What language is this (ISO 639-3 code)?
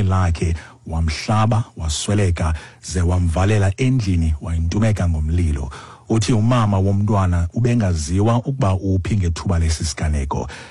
xho